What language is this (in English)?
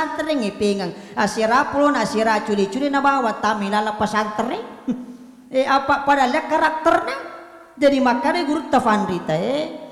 Buginese